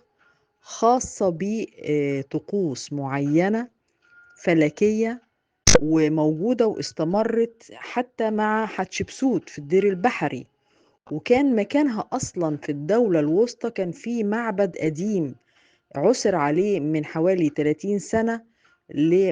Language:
Egyptian Arabic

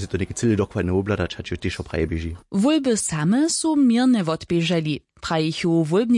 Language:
Upper Sorbian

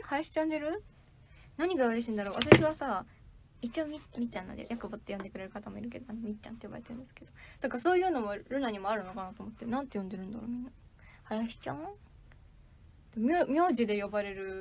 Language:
Japanese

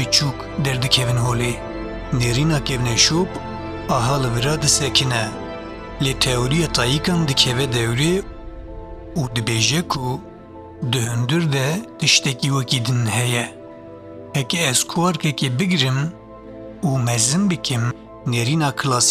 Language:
Kurdish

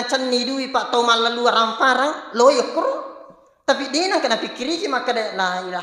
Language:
Buginese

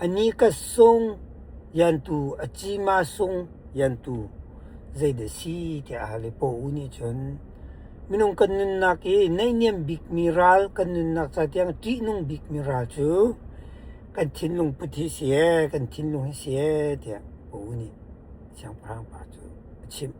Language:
Hakha Chin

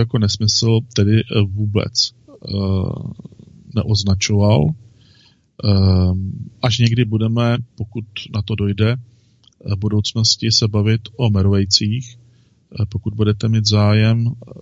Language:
Czech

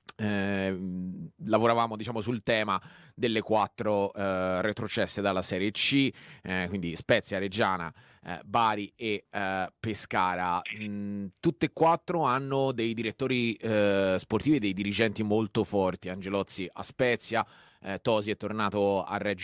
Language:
Italian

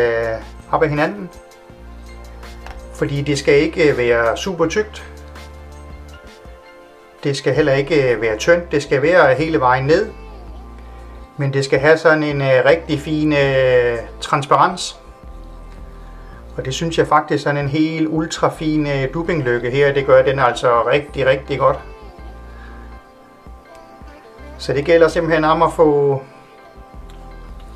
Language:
Danish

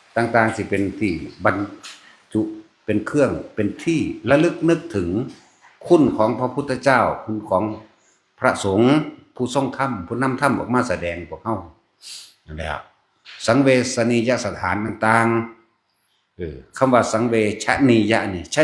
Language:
Northeastern Thai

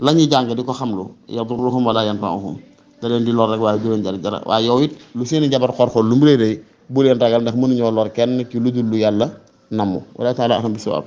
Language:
Wolof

